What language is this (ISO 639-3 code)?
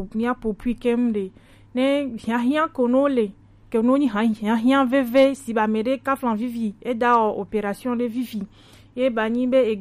gej